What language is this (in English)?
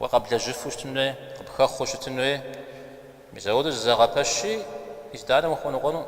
Kabardian